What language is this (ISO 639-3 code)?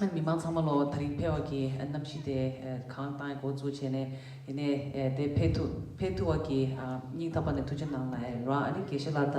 bod